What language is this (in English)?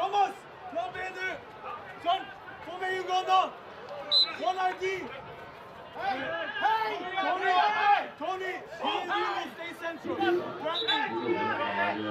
Norwegian